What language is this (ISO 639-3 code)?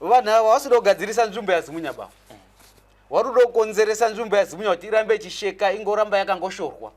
sna